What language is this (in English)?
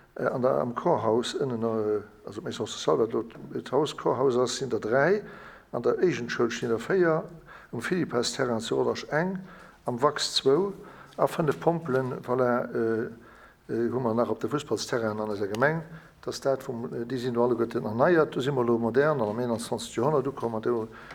Luxembourgish